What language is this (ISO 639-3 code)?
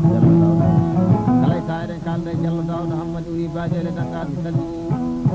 ful